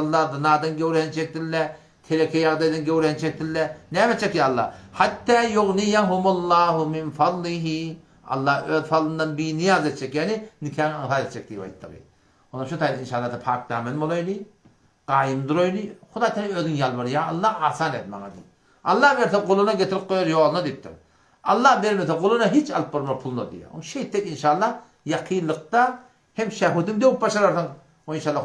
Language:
Turkmen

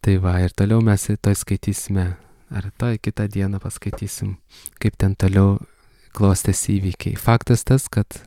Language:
Lithuanian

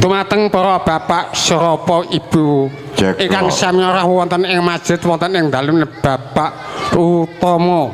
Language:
Javanese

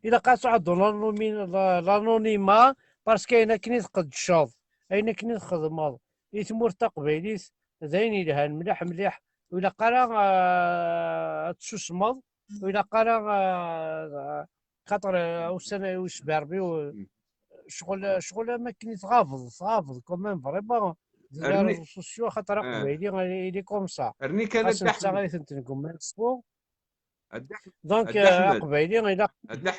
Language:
Kabyle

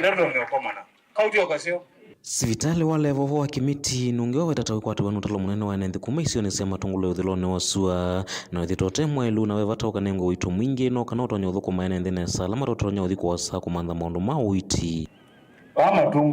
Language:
Kamba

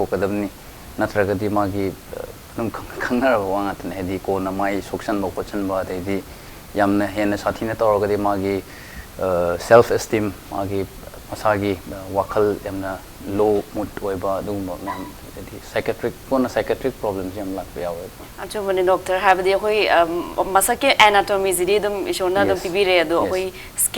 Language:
Manipuri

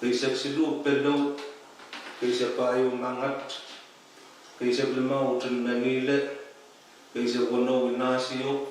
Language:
Pohnpeian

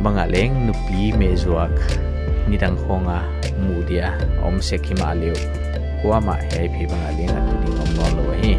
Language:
Paite Chin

